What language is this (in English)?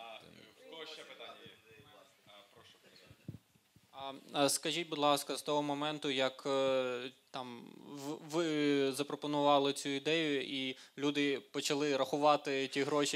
Ukrainian